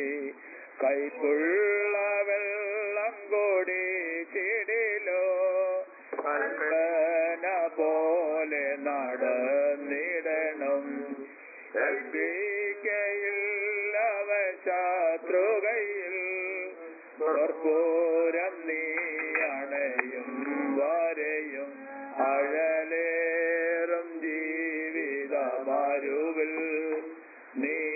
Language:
Malayalam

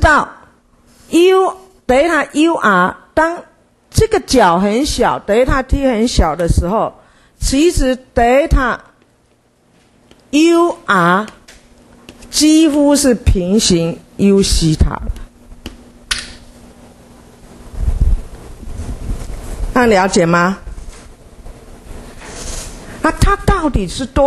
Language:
Chinese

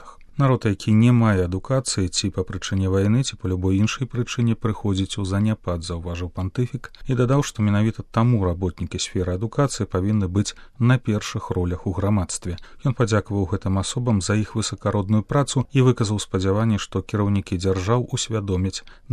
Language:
Belarusian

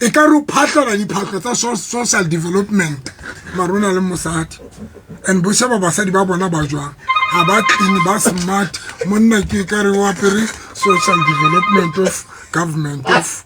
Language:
Southern Sotho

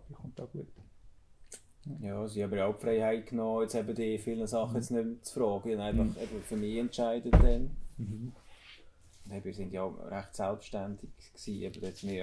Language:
Swiss German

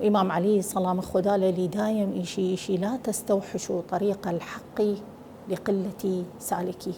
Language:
Southern Kurdish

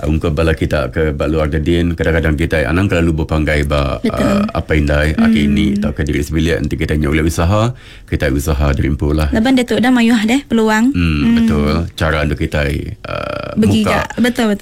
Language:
Iban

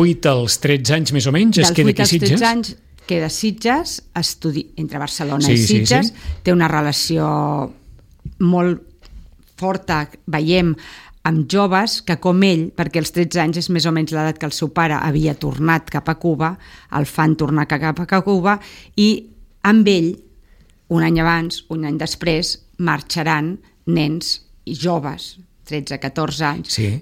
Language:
Catalan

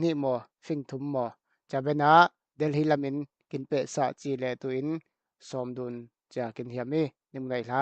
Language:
Falam Chin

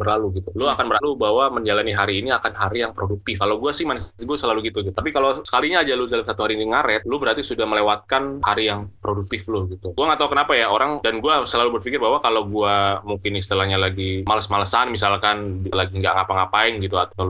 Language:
Indonesian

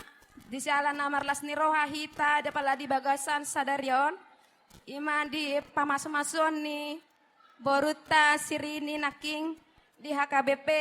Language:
Batak Toba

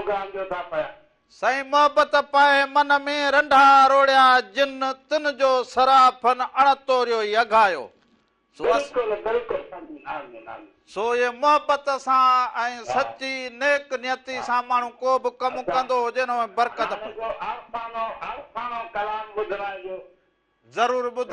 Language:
Sindhi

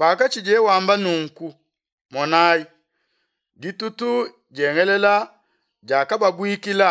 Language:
Luba-Lulua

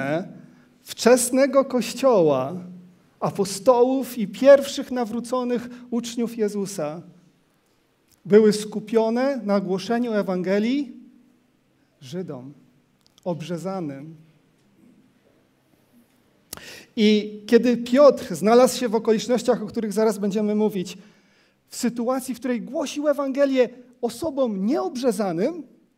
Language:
Polish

